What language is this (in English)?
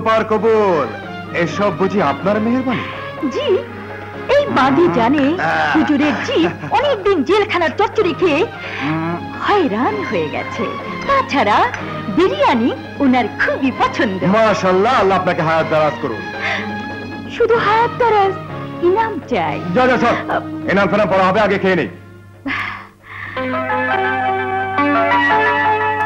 Bangla